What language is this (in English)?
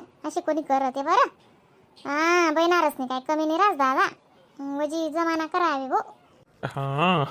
Khandesi